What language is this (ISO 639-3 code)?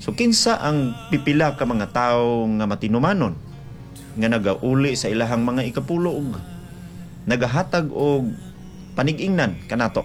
ceb